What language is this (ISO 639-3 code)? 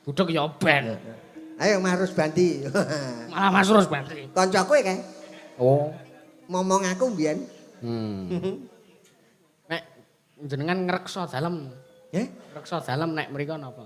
jav